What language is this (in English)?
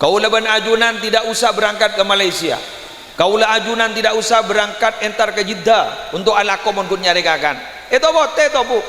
Madurese